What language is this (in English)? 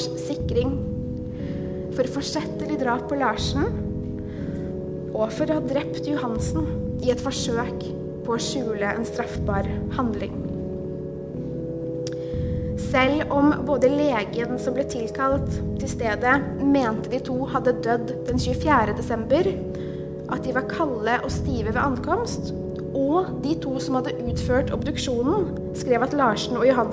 Norwegian